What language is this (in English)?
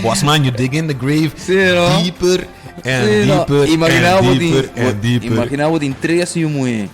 Papiamento